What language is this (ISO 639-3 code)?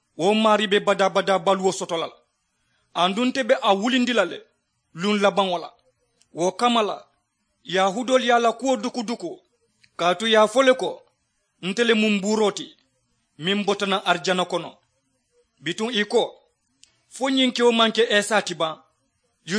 man